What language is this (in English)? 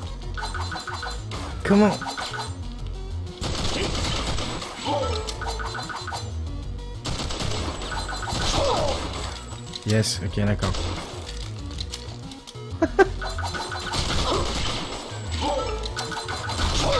French